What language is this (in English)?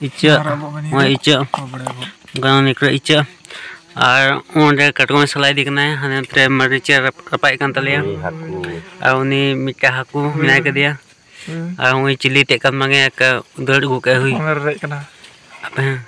Santali